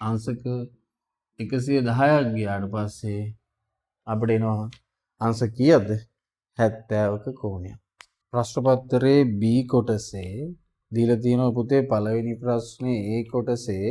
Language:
Sinhala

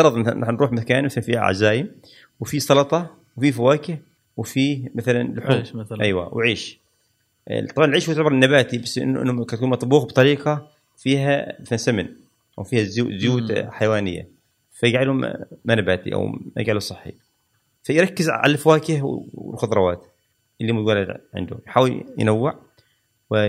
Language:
Gulf Arabic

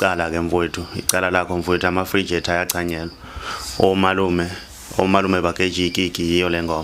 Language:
Zulu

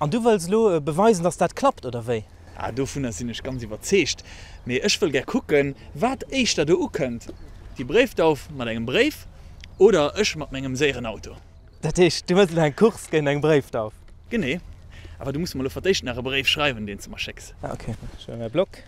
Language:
Luxembourgish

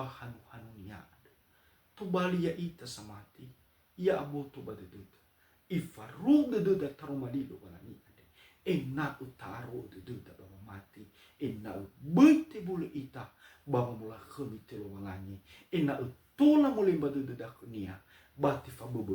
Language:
Nias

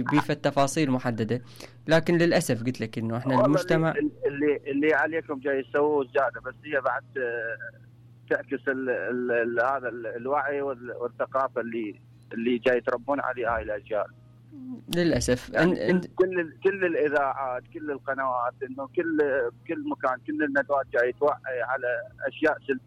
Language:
Mesopotamian Arabic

